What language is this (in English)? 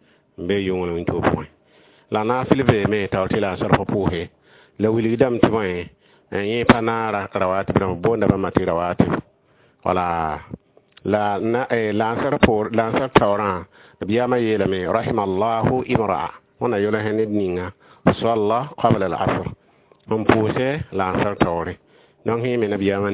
Mossi